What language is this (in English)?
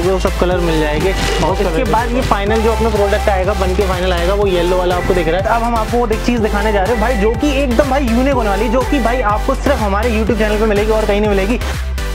Hindi